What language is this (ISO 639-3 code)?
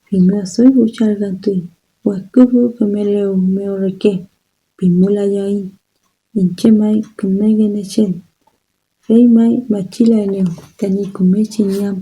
arn